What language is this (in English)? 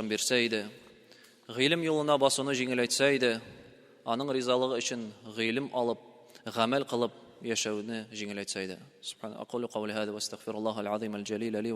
Tatar